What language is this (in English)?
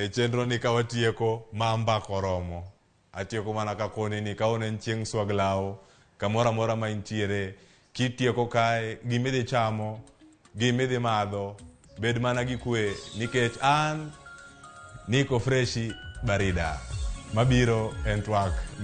Luo (Kenya and Tanzania)